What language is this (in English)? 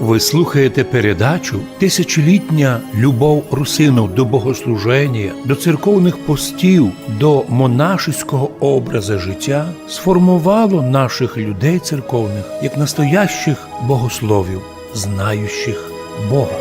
Rusyn